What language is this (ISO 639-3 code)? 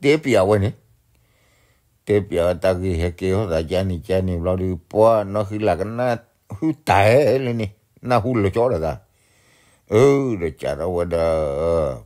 ksw